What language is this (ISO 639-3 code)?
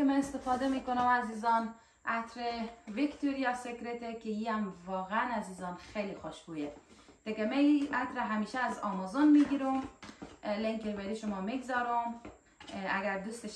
fas